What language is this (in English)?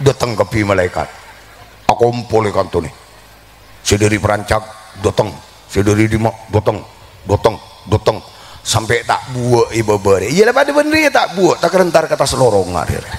Madurese